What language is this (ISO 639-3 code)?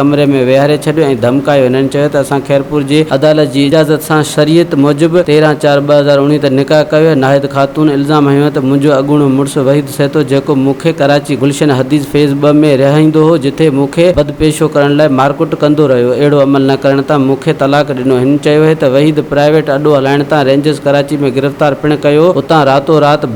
snd